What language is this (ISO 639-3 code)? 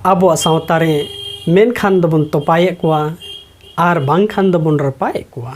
sat